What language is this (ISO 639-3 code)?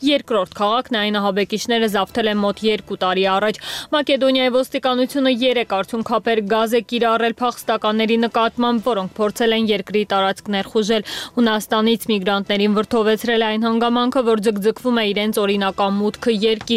hye